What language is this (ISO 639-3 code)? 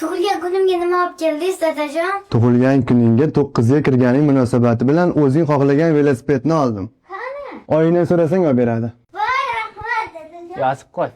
uzb